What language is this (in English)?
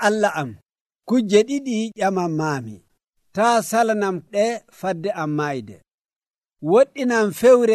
Nigerian Fulfulde